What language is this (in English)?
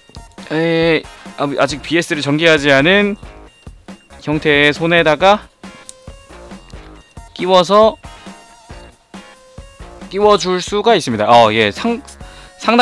Korean